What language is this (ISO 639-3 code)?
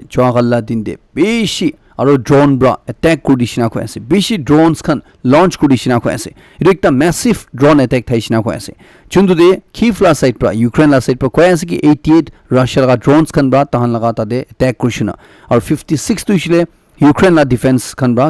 nag